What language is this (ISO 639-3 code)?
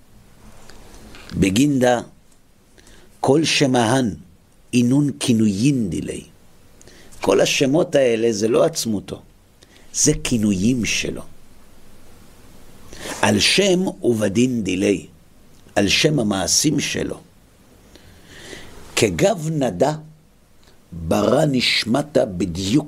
heb